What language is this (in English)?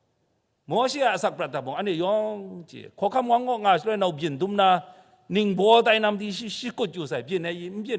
Kachin